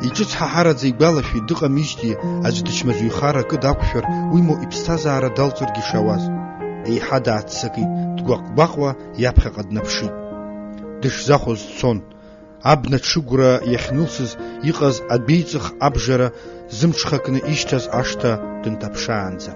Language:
Abkhazian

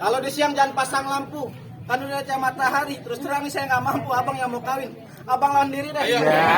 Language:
Betawi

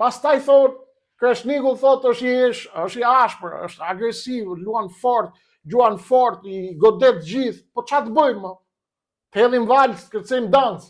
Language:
Albanian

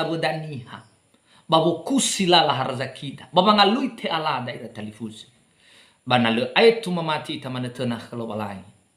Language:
Nias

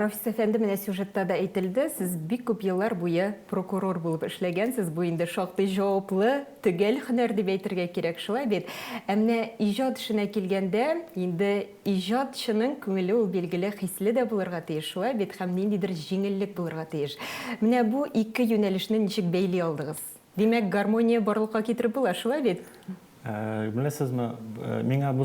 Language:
Tatar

